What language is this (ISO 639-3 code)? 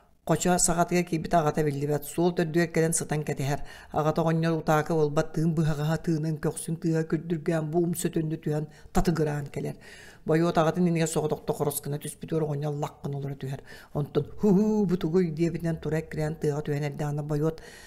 sah